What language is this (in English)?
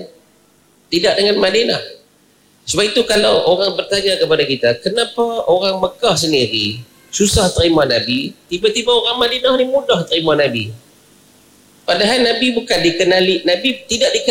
Malay